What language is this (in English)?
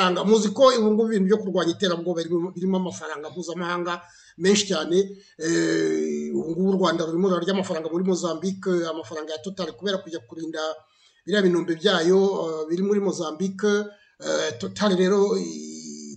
Kinyarwanda